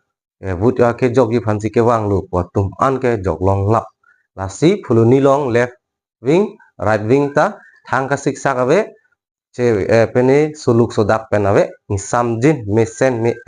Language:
Karbi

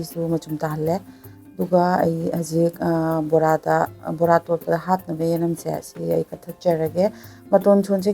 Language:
Manipuri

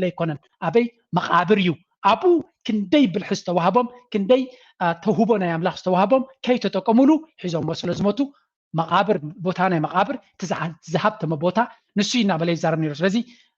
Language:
Tigrinya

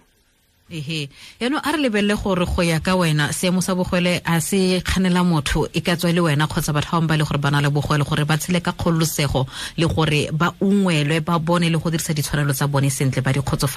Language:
Tswana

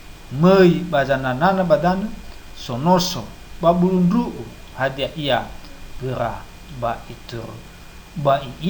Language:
Nias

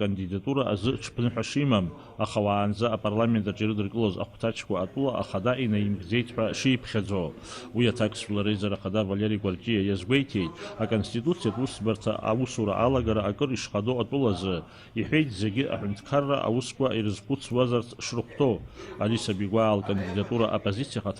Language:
Abkhazian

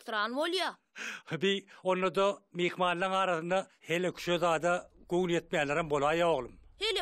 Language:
Turkmen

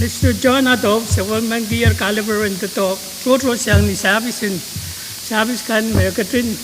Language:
Pohnpeian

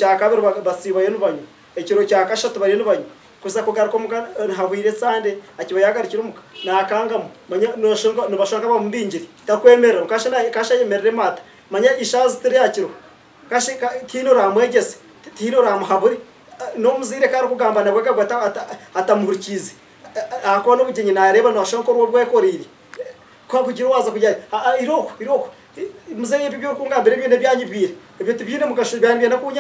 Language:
Nyankole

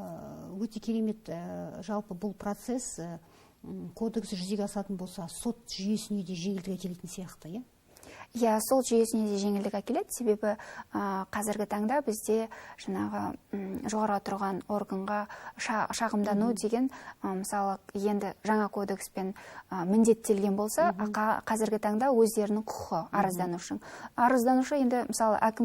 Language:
Kazakh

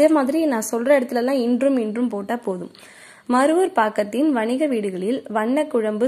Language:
Tamil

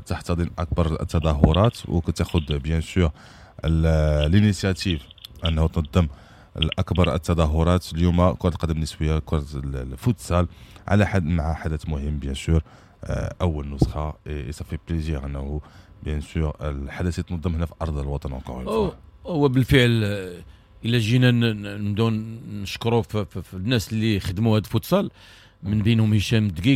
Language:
Moroccan Arabic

